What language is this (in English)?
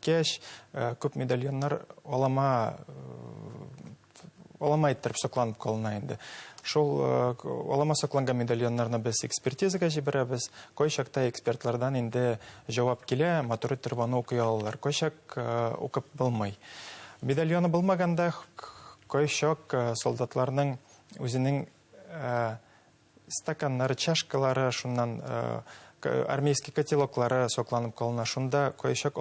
Bashkir